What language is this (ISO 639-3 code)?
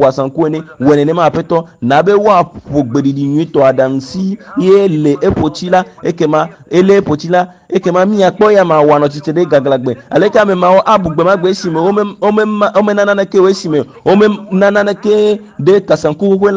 ewe